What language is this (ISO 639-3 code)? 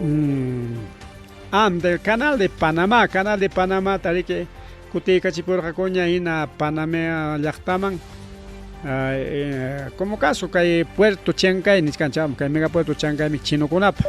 quy